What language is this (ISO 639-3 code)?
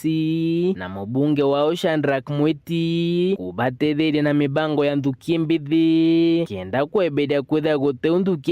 mer